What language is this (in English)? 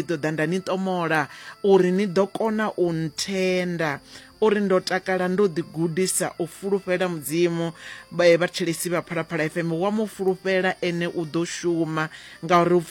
Venda